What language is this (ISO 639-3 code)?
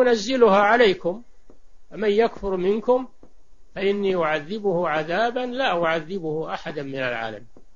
ara